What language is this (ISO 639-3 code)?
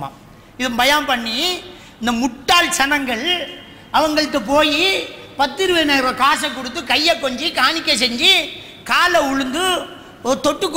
tam